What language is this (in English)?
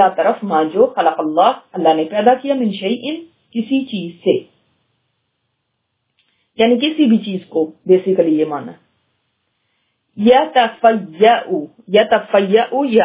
Urdu